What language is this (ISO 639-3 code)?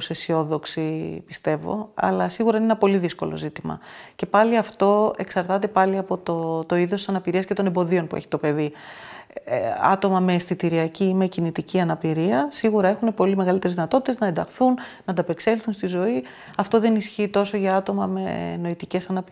ell